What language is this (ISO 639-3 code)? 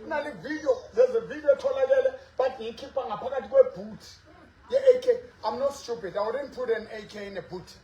sot